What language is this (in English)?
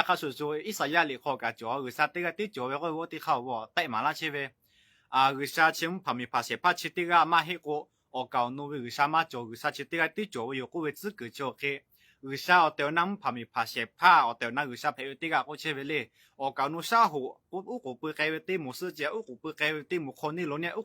Lahu